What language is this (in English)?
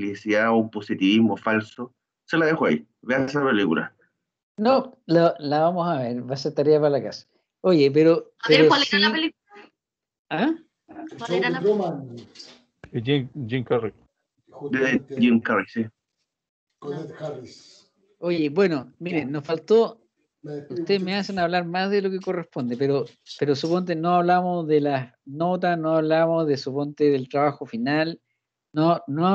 Spanish